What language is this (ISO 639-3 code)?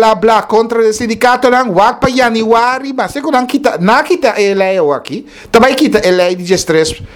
pap